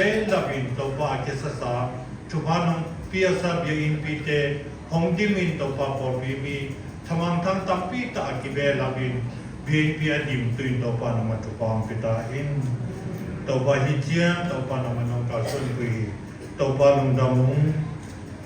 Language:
Siyin Chin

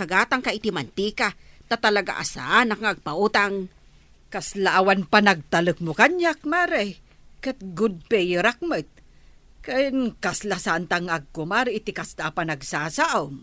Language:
Iloko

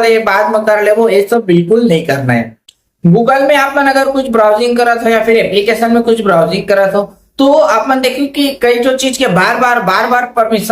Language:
Chhattisgarhi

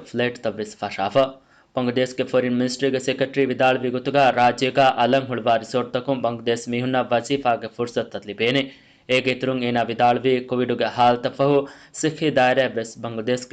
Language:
Divehi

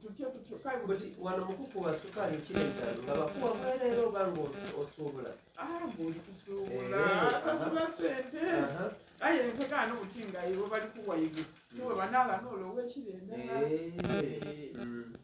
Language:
Soga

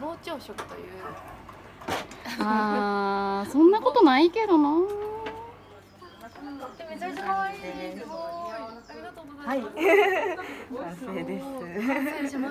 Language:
Japanese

